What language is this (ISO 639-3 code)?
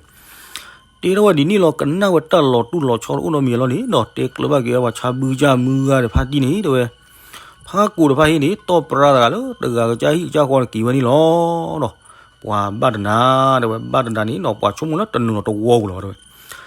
ksw